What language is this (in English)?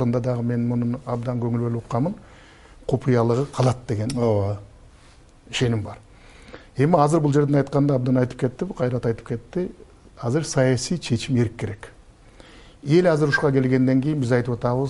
Kyrgyz